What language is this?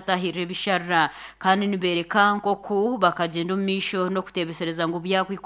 Nyankole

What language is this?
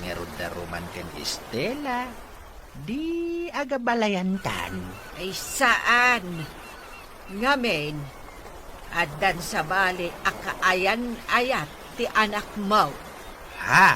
Iloko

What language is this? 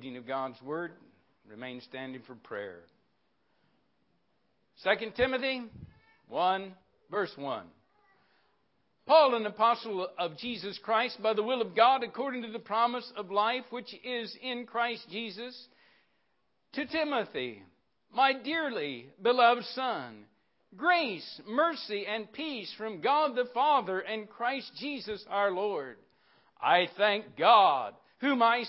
English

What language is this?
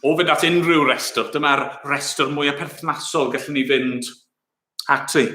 Welsh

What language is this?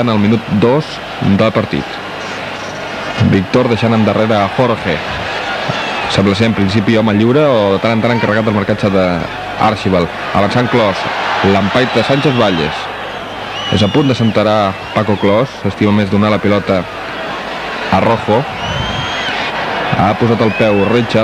Catalan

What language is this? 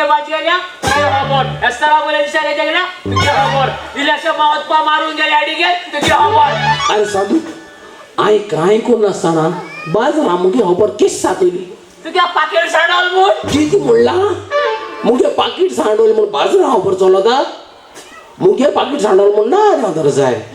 Konkani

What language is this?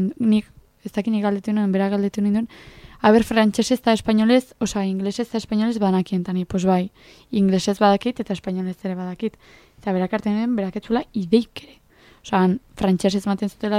Basque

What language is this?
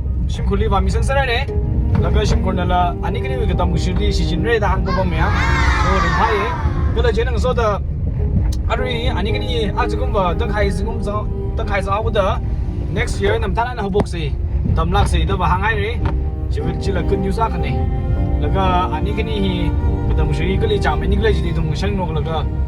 Tangkhul Naga (India)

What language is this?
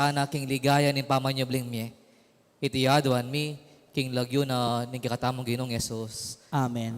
Pampanga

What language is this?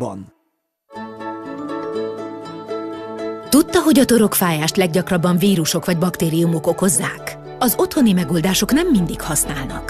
Hungarian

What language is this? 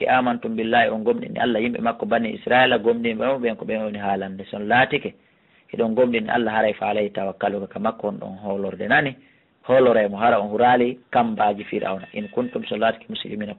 Fula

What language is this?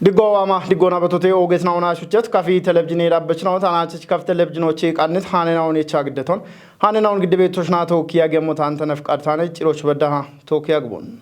Kafa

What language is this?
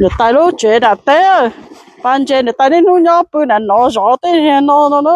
Hmong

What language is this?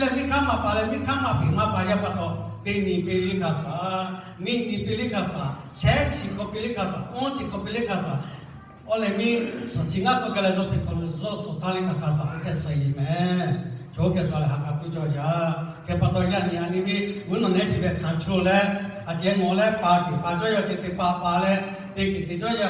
Lahu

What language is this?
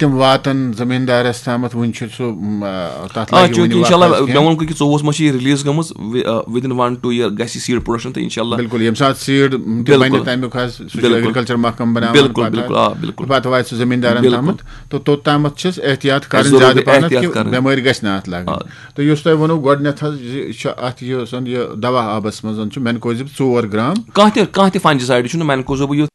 Kashmiri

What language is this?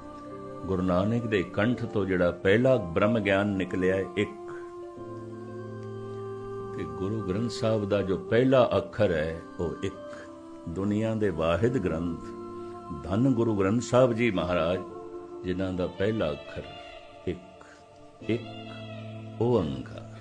Punjabi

